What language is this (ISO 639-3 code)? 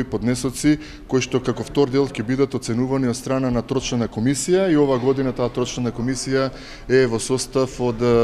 mkd